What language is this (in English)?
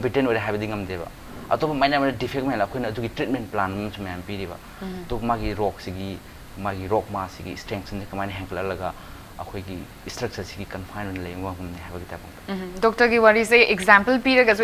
Manipuri